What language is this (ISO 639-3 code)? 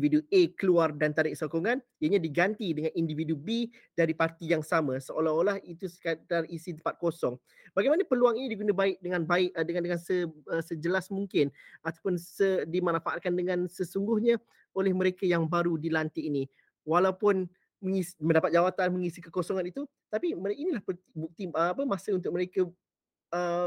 msa